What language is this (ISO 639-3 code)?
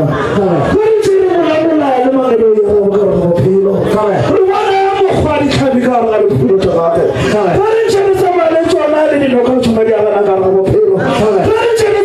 nso